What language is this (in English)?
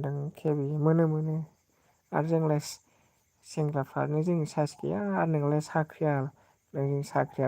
Bodo